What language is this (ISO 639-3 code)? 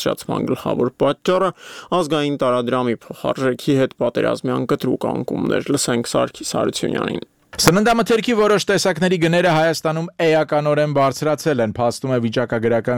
hye